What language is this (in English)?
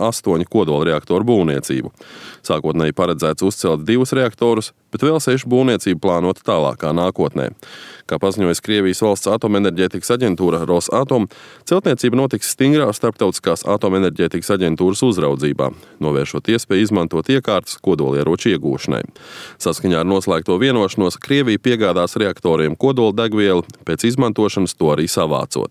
Latvian